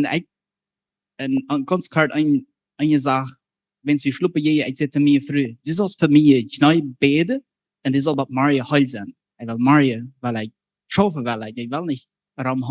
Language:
Plautdietsch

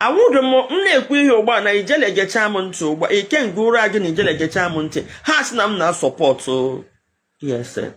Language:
Igbo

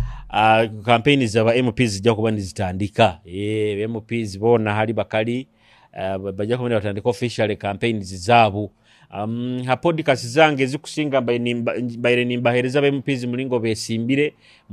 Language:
Nyoro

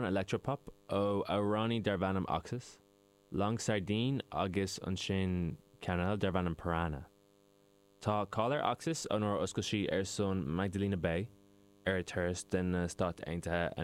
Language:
Irish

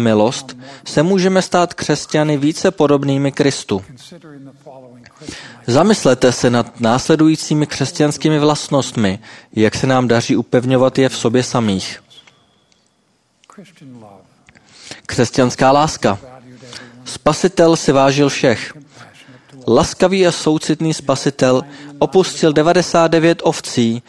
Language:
Czech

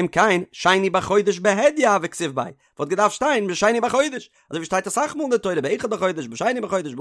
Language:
Yiddish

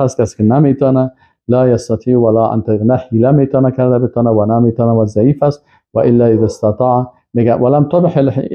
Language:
Persian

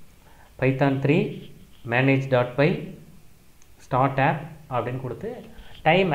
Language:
Tamil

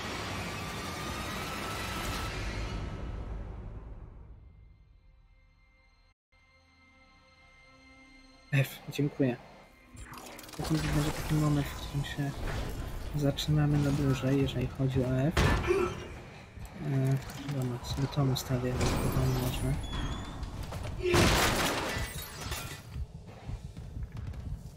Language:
Polish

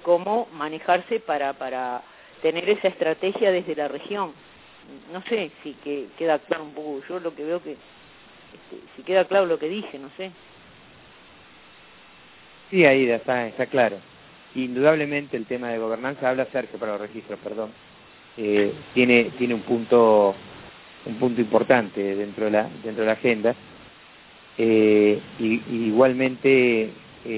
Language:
Spanish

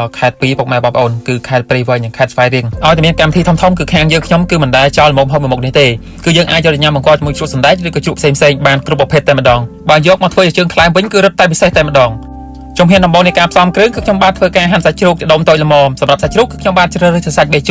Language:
Khmer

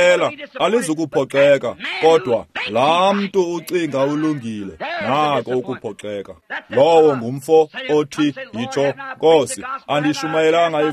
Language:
Xhosa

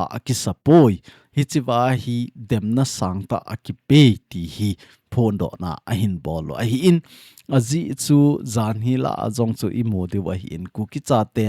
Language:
Thado Chin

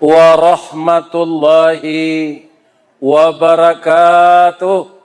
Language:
Minangkabau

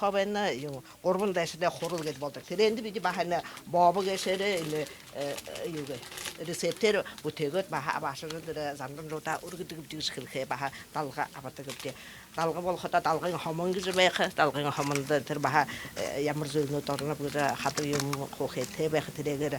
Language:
Buriat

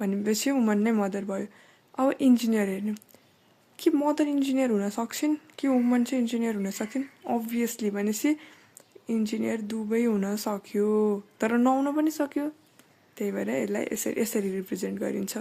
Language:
Nepali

